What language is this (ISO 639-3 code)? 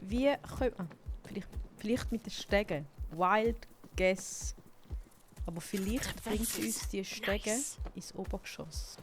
gsw